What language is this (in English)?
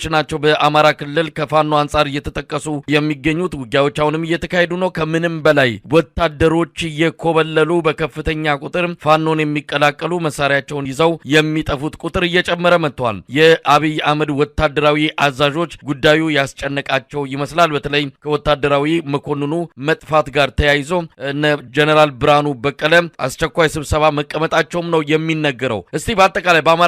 Amharic